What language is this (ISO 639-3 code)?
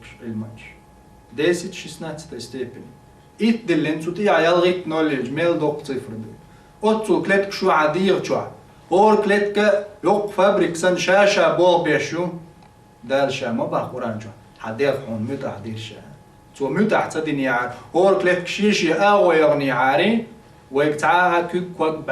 che